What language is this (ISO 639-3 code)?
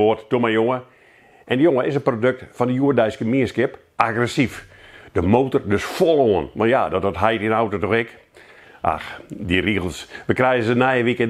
fry